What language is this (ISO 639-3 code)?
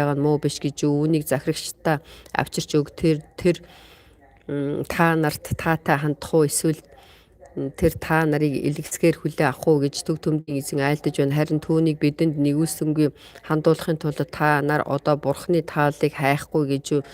mon